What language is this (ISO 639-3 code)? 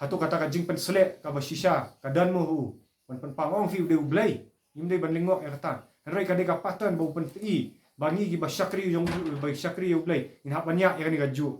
kha